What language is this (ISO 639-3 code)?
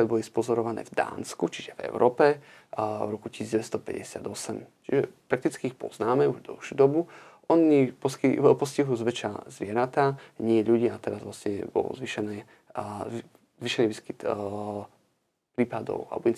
slk